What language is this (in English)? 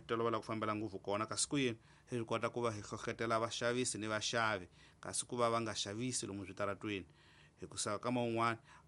Tsonga